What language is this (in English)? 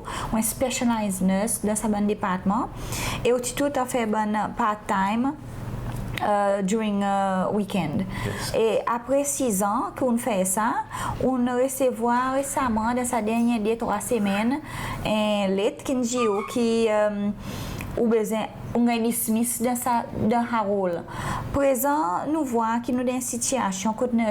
Seselwa Creole French